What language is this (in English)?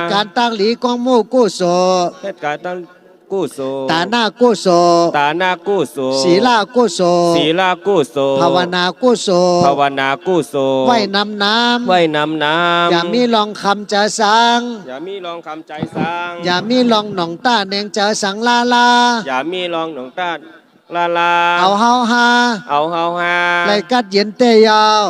Shan